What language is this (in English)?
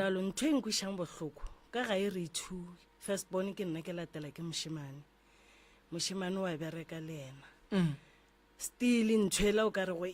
Northern Sotho